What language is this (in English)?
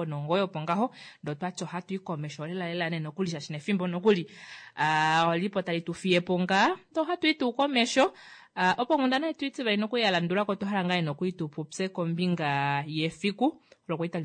Kuanyama